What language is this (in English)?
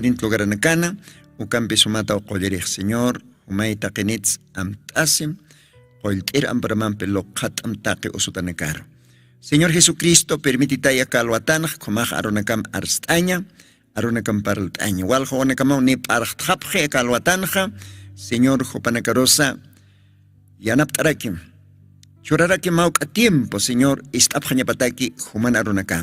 Aymara